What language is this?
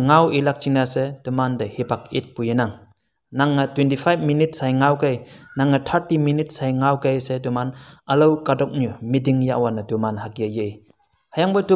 Konyak Naga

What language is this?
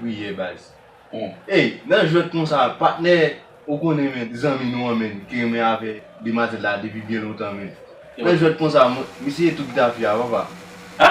Haitian Creole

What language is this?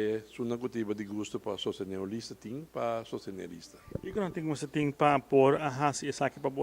Papiamento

